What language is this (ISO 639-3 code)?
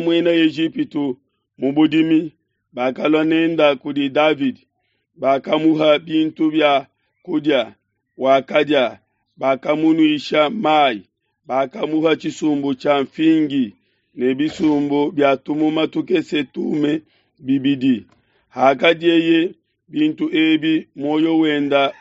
lua